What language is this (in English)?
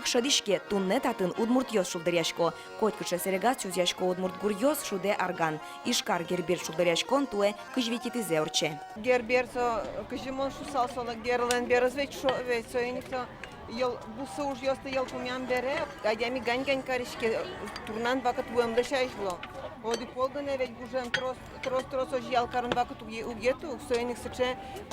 Udmurt